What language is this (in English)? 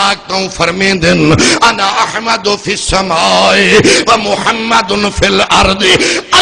Saraiki